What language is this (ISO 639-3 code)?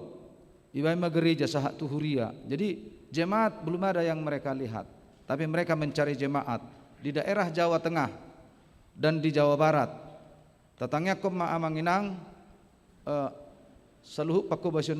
bbc